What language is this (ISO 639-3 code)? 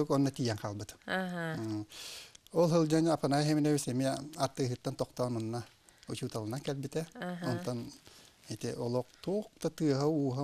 sah